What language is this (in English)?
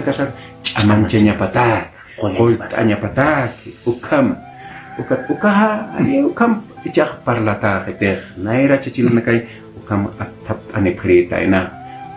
Aymara